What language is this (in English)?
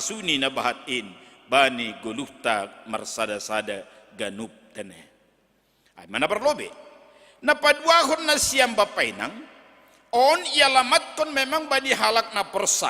Batak Simalungun